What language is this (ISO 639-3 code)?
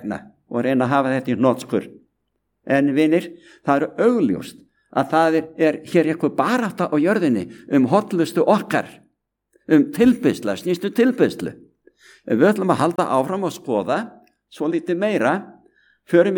isl